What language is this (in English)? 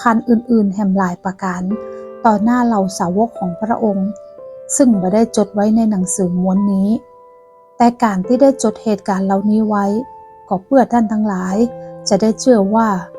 Northern Thai